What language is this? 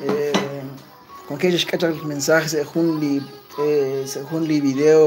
Kekchí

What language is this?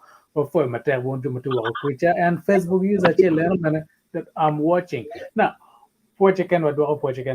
Acoli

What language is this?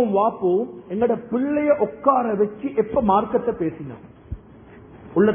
Tamil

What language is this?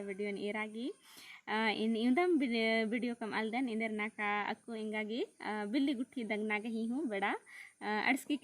Kurukh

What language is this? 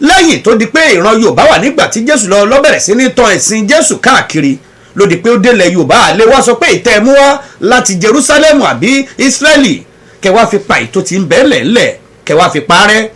Yoruba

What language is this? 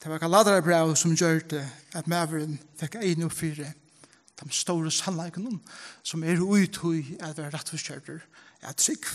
Faroese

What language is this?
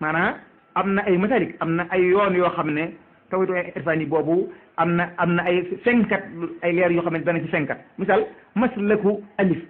Wolof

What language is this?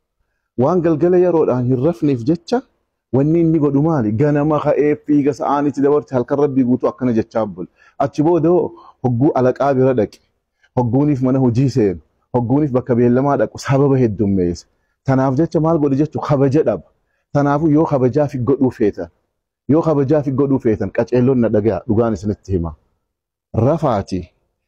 Oromo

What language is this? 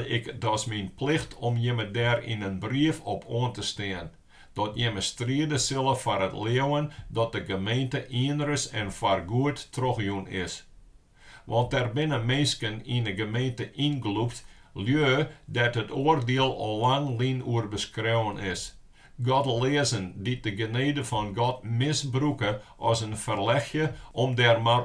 Western Frisian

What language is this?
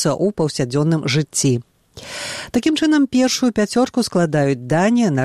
Belarusian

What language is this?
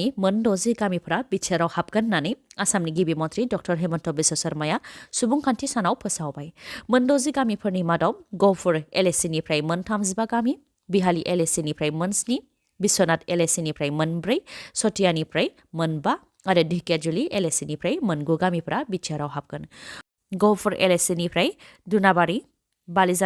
Bodo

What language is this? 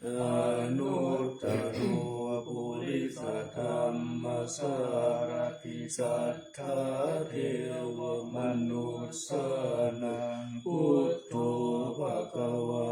Pali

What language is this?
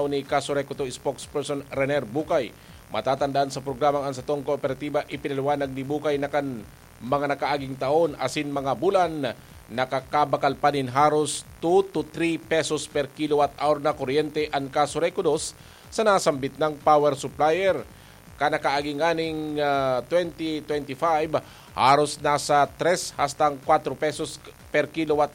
Bikol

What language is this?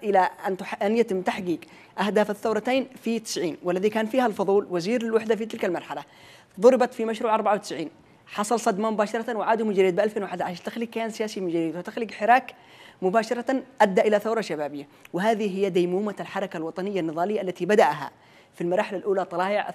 Arabic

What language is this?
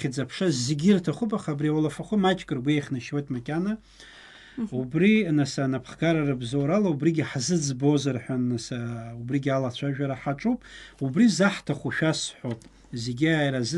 Abkhazian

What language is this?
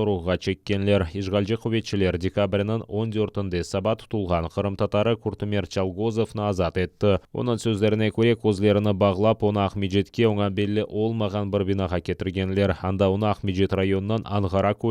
Crimean Tatar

